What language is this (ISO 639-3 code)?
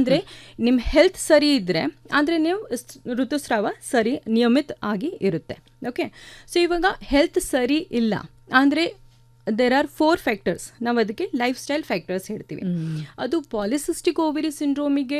kan